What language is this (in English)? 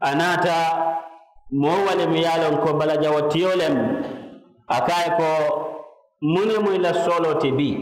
Mandingo